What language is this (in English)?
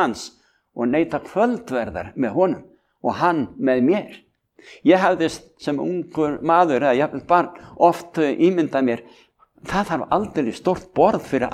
Icelandic